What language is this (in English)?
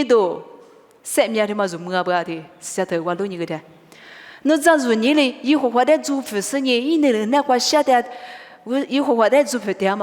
Lisu